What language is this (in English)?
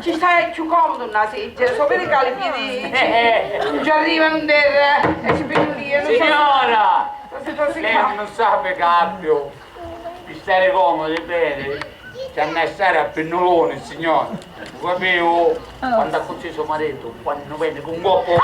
Sicilian